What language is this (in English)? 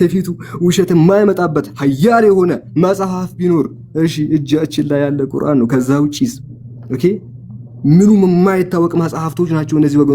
Amharic